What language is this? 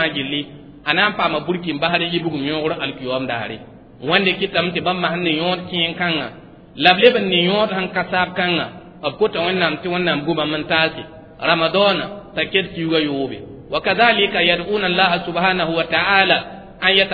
Mossi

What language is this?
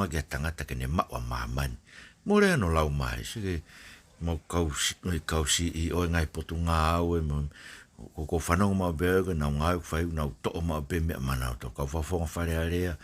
Tongan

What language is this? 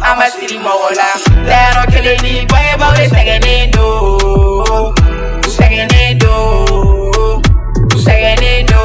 Bambara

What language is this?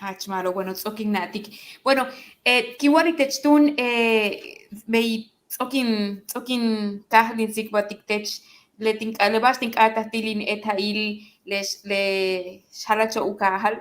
Yucateco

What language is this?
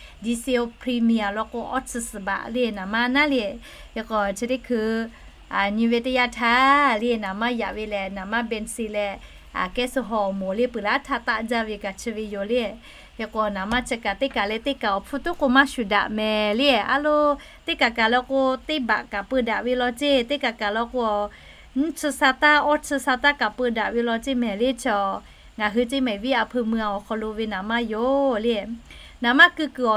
Lahu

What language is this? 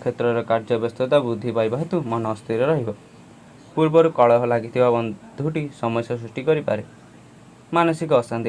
Odia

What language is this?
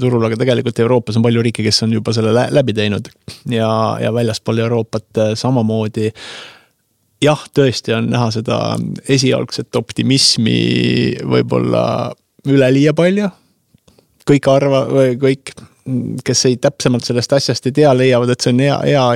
Estonian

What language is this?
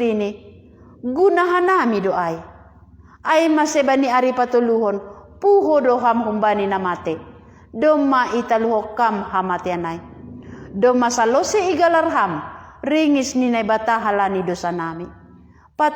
Batak Simalungun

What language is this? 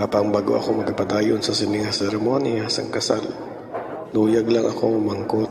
Hiligaynon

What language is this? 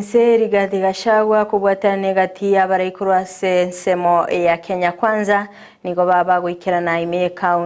Gusii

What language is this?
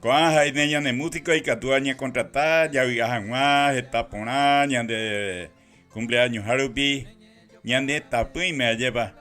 Guarani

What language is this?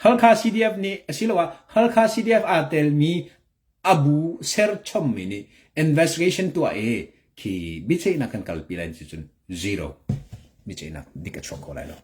Hakha Chin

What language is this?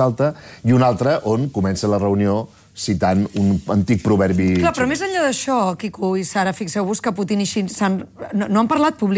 Catalan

